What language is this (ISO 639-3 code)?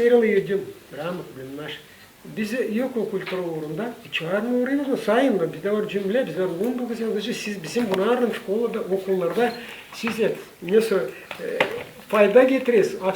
gag